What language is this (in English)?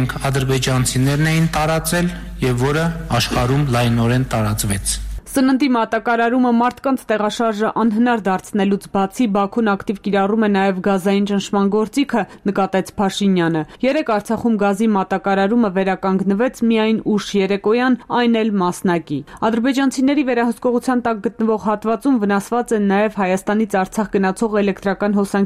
Armenian